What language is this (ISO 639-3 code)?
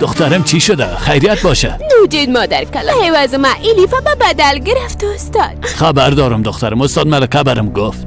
fas